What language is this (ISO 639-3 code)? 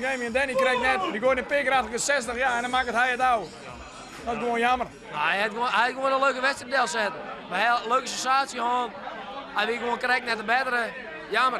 fry